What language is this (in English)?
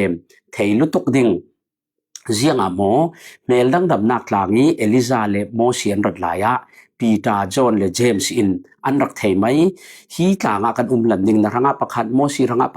Falam Chin